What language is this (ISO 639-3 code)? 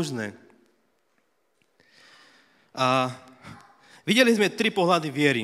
slk